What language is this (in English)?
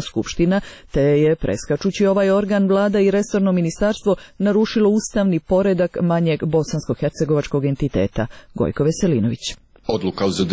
Serbian